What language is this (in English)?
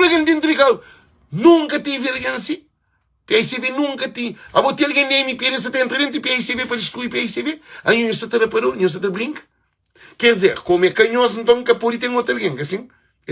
Kabuverdianu